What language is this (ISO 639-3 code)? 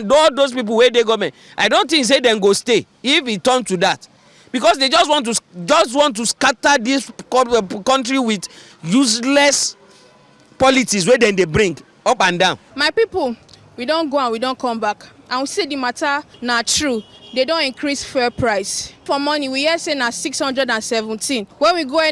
pcm